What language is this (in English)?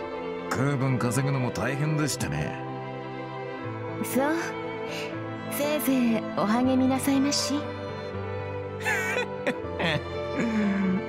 Japanese